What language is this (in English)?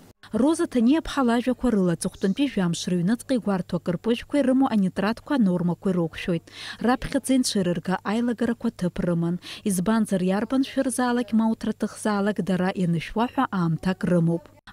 Abkhazian